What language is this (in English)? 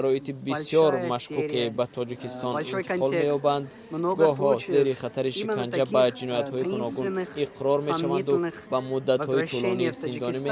Tajik